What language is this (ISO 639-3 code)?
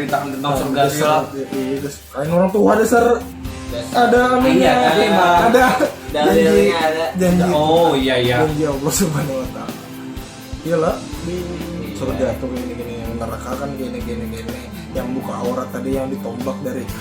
bjn